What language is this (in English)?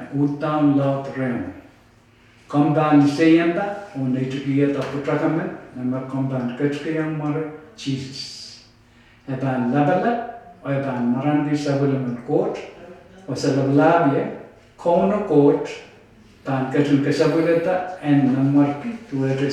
Pohnpeian